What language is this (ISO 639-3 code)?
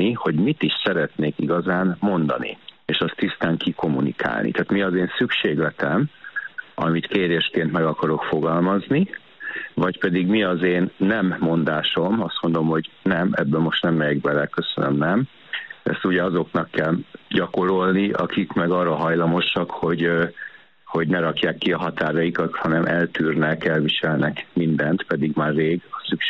hun